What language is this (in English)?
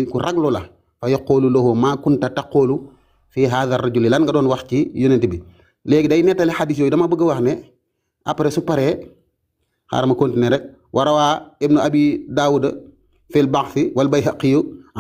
Wolof